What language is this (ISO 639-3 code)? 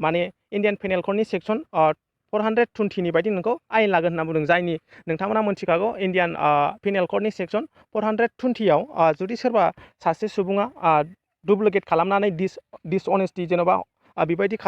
brx